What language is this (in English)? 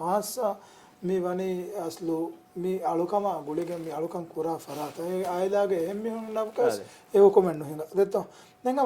Divehi